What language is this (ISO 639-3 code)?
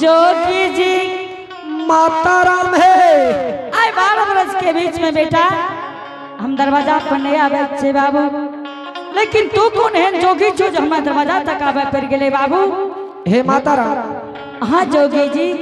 anp